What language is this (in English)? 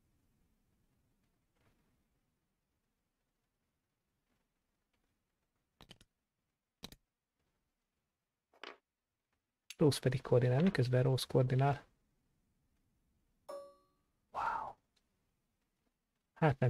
Hungarian